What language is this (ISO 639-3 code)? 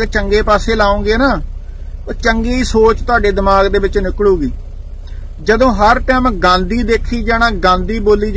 pan